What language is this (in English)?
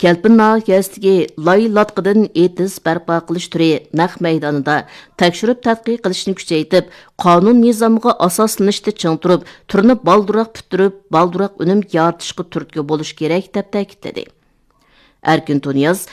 Uyghur